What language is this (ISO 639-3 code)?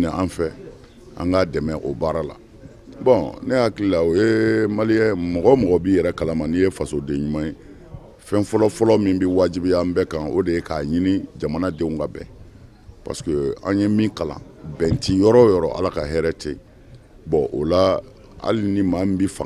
bam